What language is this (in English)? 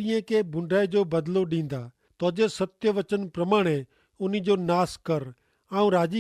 Kachhi